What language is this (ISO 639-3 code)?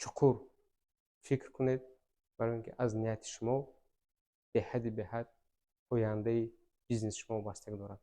tgk